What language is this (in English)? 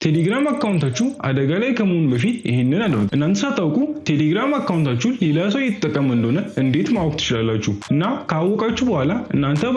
Amharic